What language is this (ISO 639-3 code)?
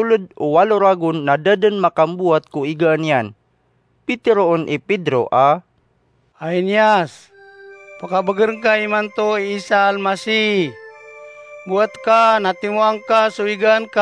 mrw